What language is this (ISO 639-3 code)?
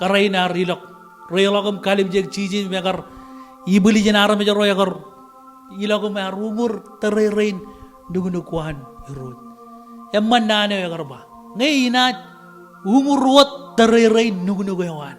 mah